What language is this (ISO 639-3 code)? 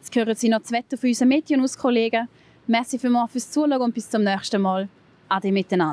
gsw